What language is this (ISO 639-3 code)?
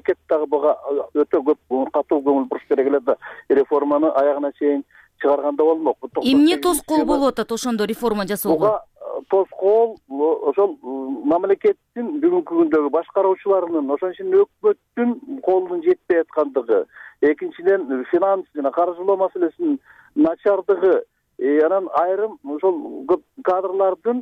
kir